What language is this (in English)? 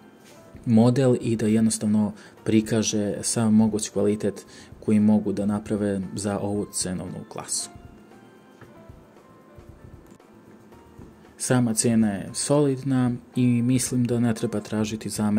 Serbian